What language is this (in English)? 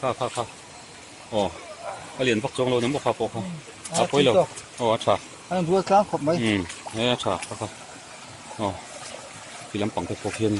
Mizo